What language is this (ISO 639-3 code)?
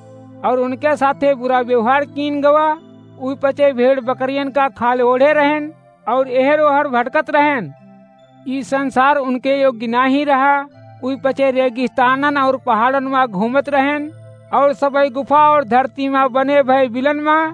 awa